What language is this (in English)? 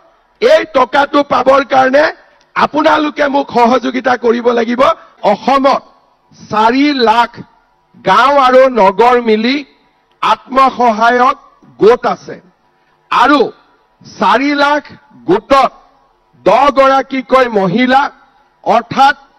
Assamese